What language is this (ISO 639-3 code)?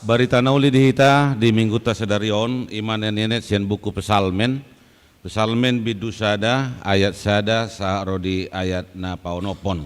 bbc